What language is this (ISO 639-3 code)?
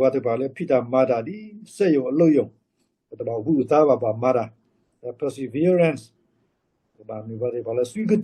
ksw